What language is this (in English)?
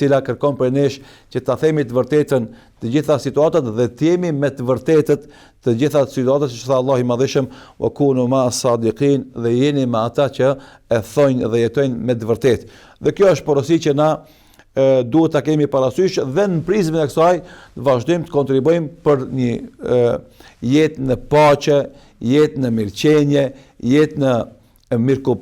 Albanian